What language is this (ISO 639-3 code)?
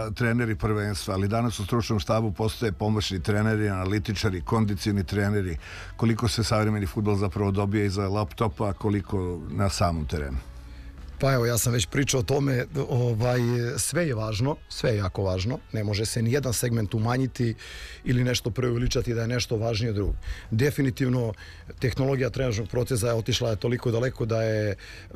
srp